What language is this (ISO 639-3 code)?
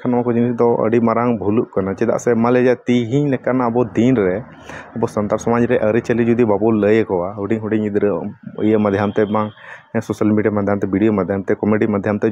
sat